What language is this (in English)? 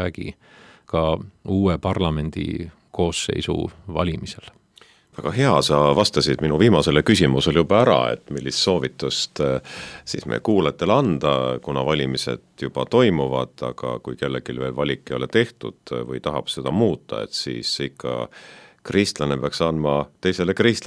Estonian